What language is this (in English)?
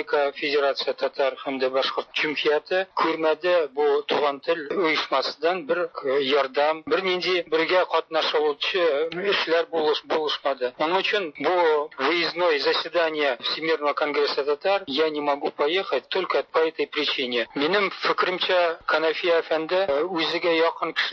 Tatar